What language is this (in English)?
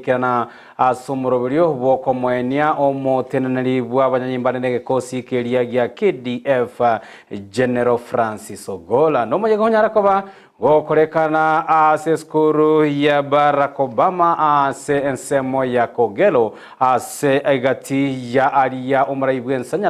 Gusii